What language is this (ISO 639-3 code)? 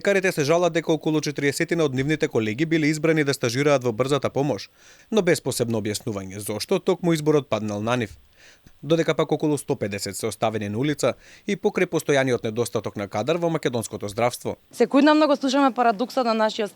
mkd